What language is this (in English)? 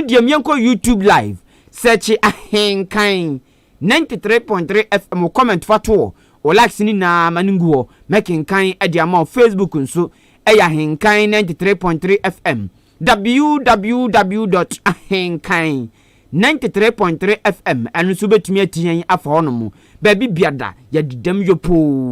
Akan